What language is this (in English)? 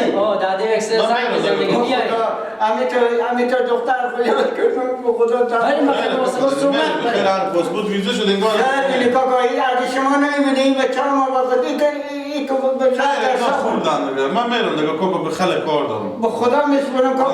Persian